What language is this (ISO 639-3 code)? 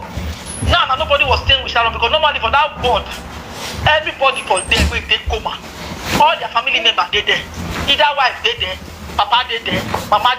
pcm